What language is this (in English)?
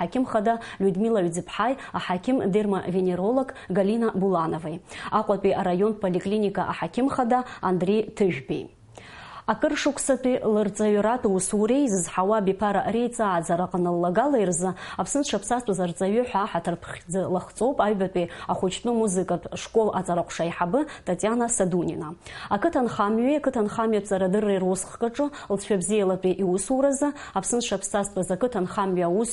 Abkhazian